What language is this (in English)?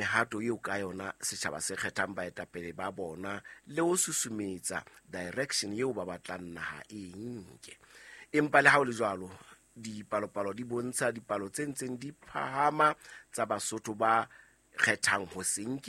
Southern Sotho